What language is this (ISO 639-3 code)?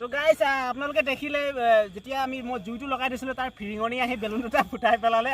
asm